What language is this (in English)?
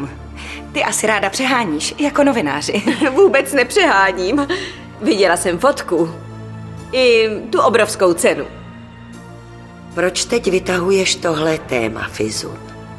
Czech